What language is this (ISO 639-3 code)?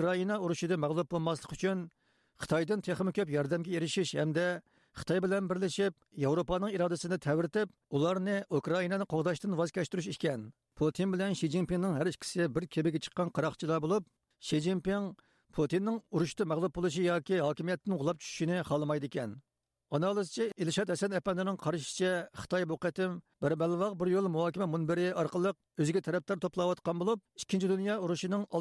uig